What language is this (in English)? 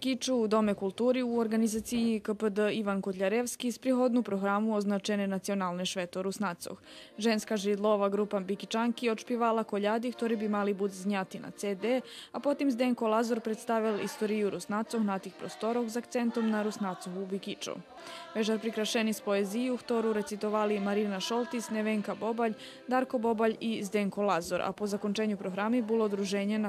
Rusyn